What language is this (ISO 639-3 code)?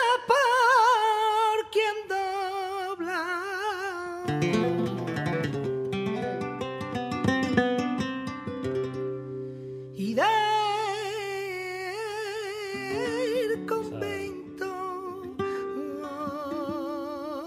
spa